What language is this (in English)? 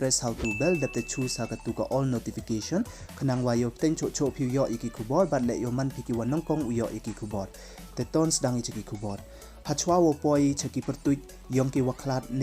Pnar